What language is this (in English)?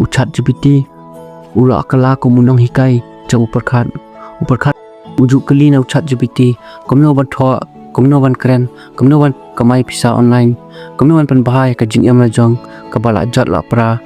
Khasi